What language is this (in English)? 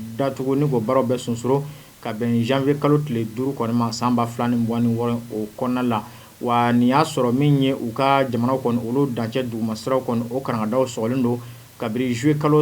Bambara